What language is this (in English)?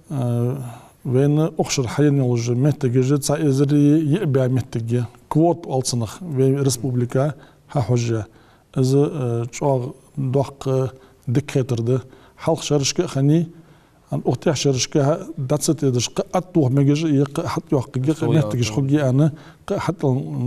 Ingush